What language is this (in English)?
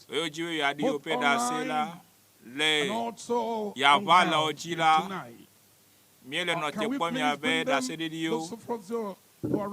Ewe